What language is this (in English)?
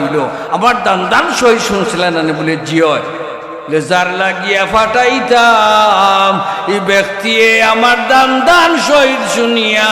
Sylheti